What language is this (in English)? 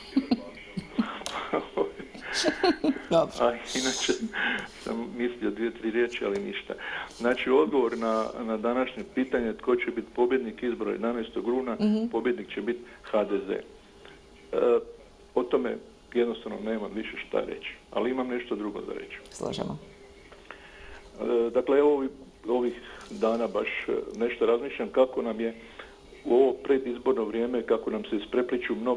Croatian